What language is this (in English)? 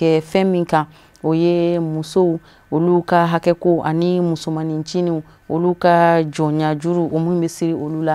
Bambara